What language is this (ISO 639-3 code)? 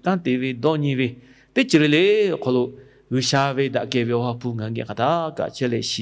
lhu